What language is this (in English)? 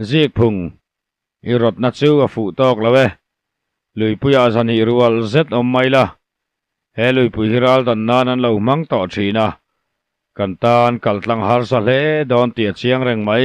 Mizo